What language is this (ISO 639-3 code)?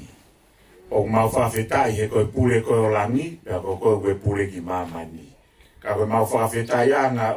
ton